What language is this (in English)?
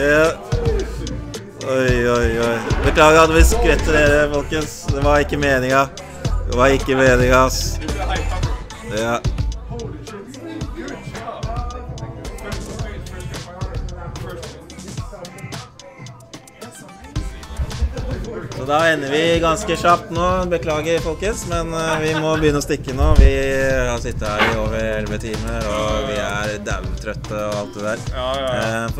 Norwegian